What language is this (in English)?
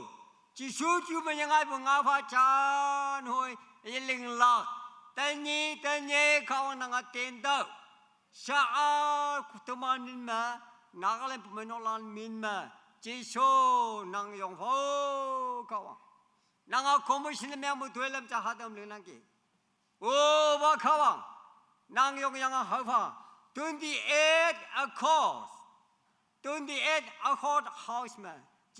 Naga Pidgin